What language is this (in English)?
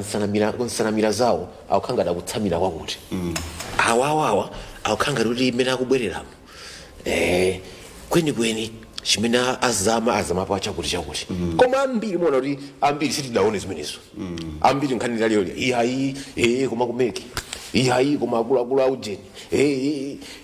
Nyanja